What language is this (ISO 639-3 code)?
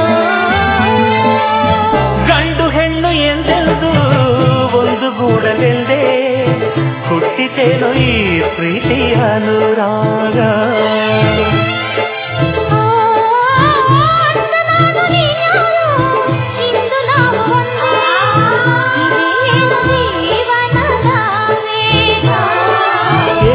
kan